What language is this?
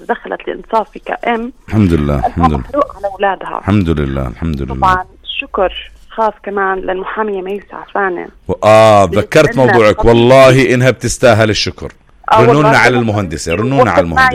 North Levantine Arabic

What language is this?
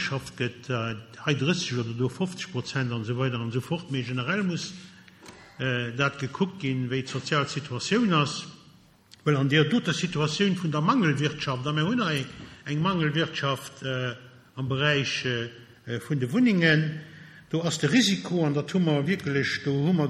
Luxembourgish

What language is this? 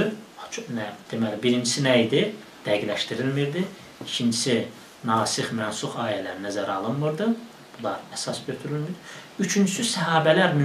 Azerbaijani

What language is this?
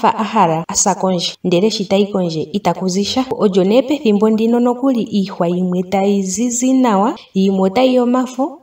Ndonga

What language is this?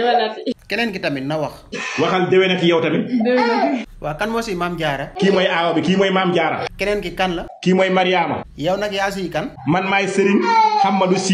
Wolof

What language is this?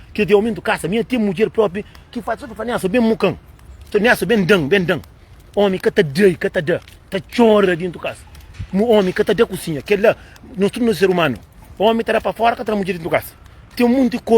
Kabuverdianu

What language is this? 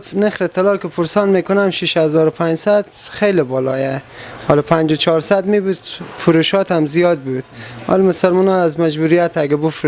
Persian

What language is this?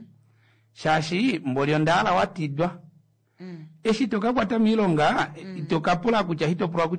Kuanyama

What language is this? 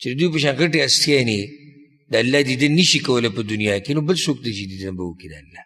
Pashto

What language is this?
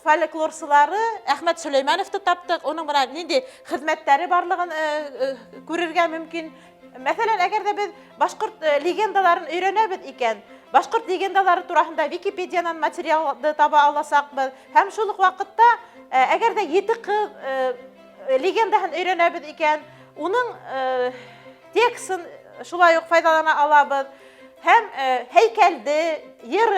Bashkir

